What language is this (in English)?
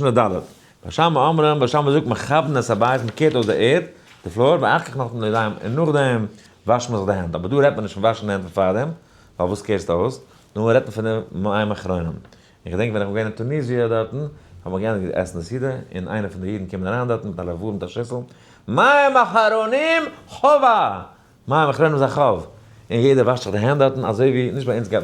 Yiddish